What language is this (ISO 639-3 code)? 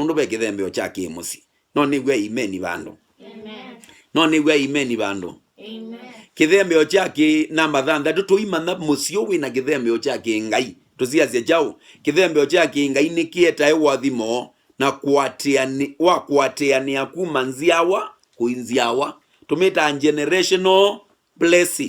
kam